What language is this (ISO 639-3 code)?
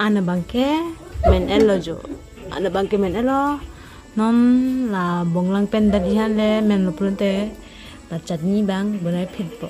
mjw